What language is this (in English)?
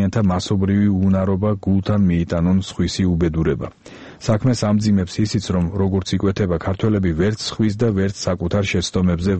Georgian